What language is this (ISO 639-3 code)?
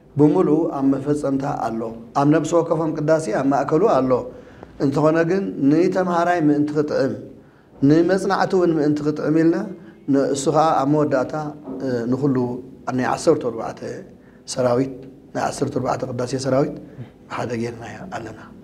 tir